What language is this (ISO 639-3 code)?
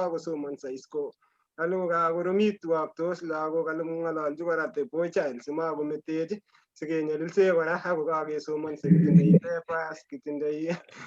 kln